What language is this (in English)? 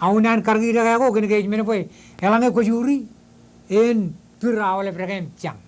Marshallese